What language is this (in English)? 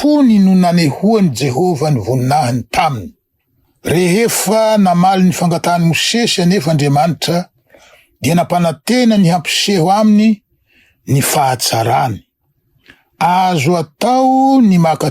Malagasy